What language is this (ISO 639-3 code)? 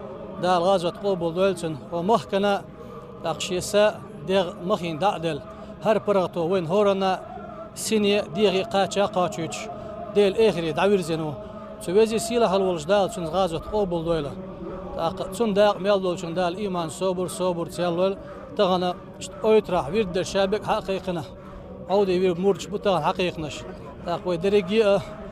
che